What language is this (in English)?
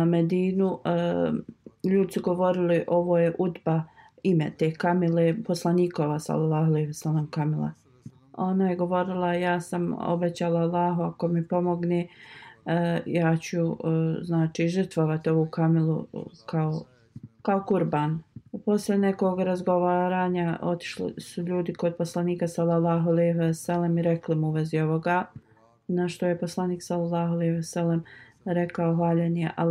Bosnian